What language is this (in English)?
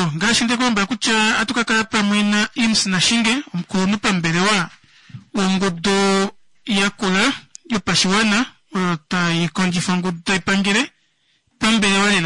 Kuanyama